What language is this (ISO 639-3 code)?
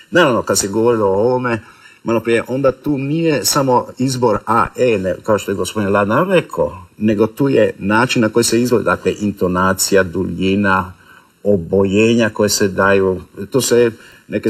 hrv